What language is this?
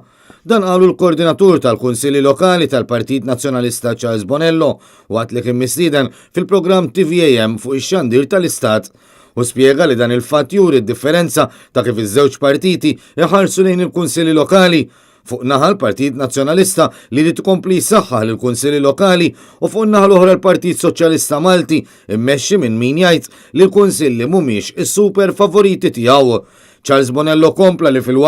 Maltese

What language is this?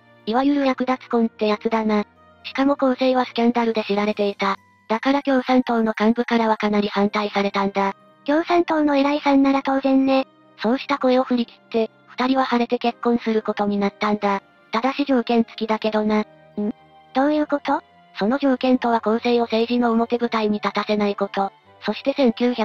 Japanese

